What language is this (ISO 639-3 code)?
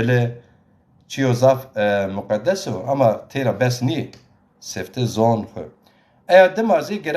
zza